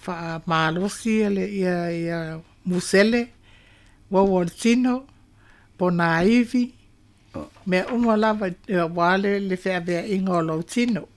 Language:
Samoan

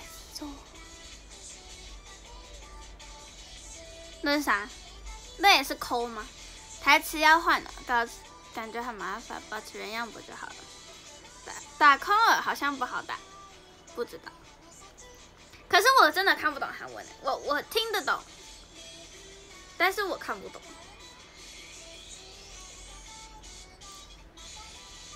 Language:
Chinese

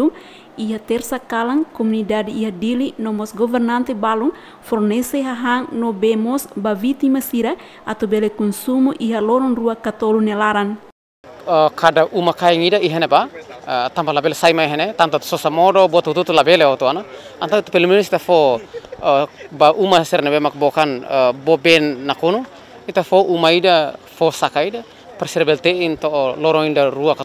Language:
Tetum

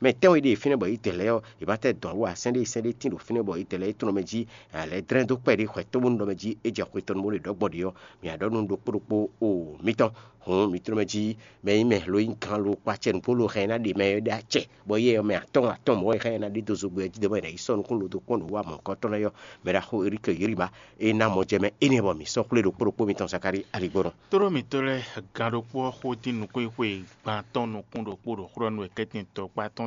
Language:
Fon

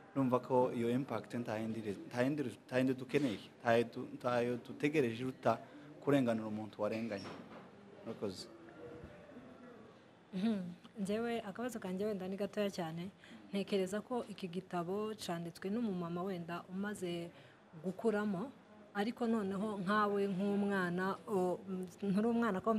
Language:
Kinyarwanda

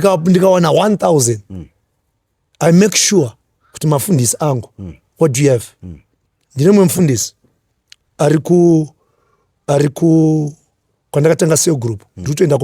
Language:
Shona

